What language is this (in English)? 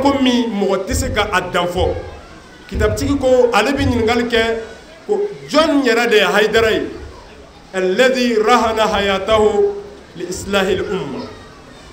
Bambara